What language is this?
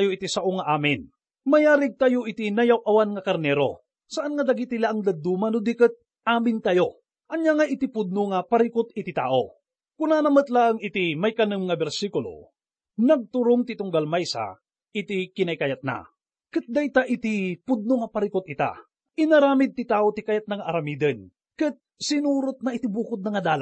Iloko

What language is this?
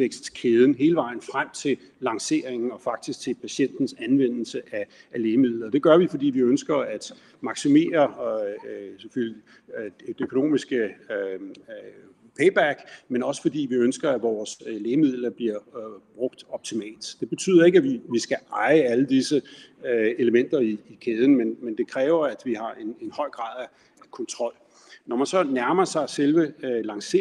Danish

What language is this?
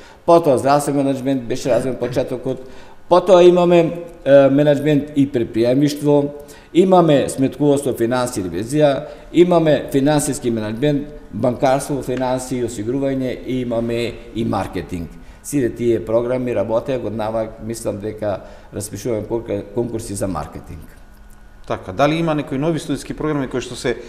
Macedonian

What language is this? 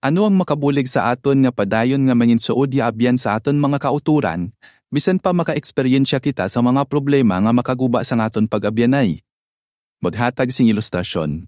Hiligaynon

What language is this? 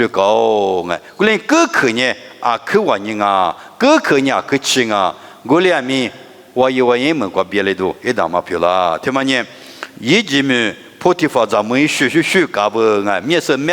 Lisu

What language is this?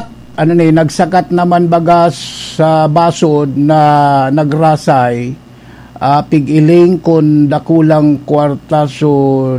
Bikol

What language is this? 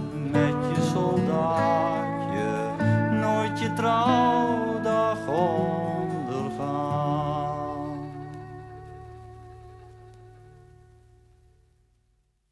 Dutch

